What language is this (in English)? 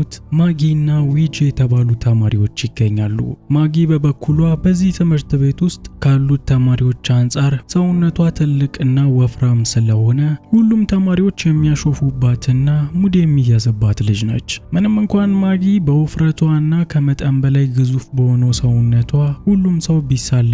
Amharic